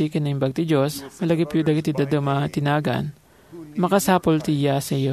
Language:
Iloko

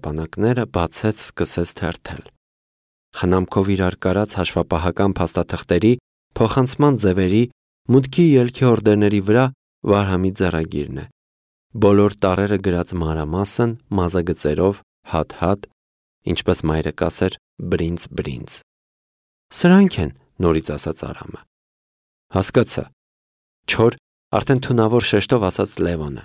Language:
Armenian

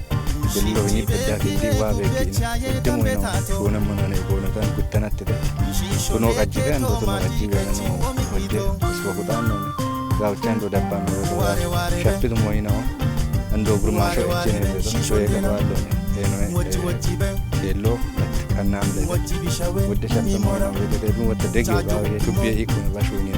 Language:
Kafa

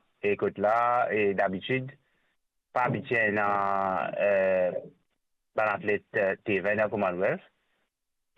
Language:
Morisyen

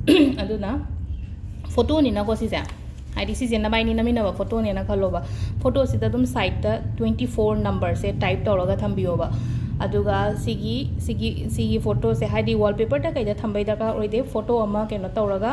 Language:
Manipuri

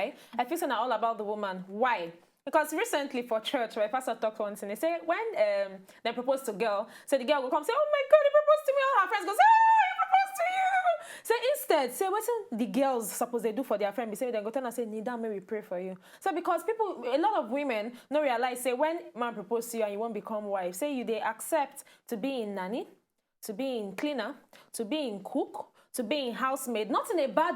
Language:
Nigerian Pidgin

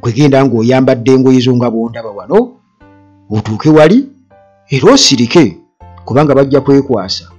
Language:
Ganda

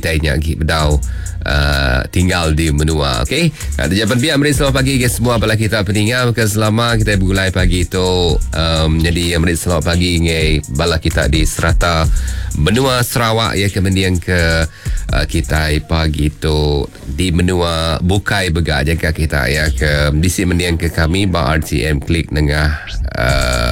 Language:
Iban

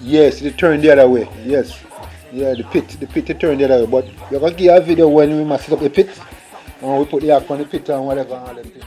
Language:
Jamaican Creole English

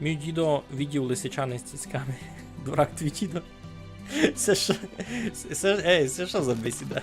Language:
Rusyn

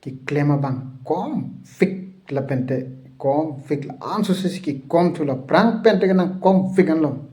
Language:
Karbi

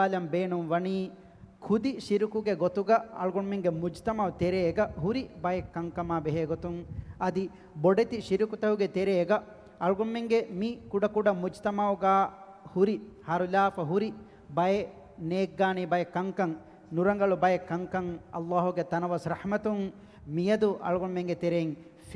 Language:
Divehi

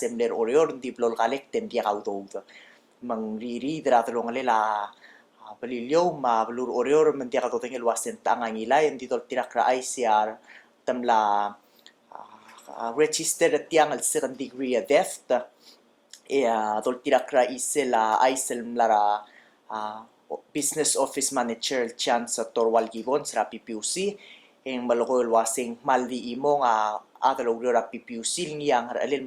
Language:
Palauan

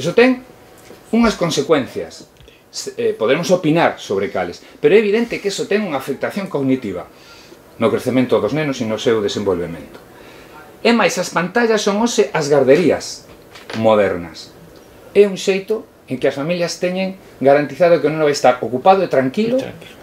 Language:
Galician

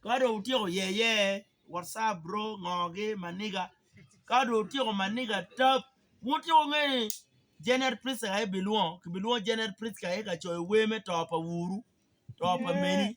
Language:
Acoli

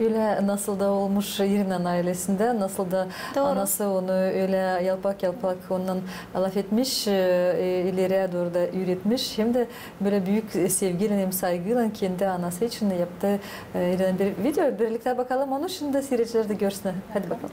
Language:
Gagauz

